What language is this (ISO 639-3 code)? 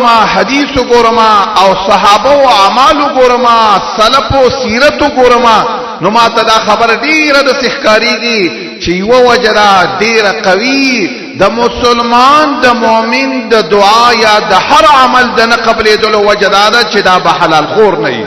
pus